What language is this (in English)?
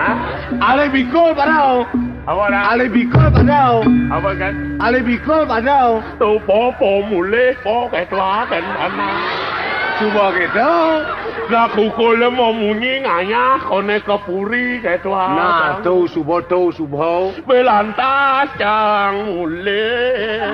Balinese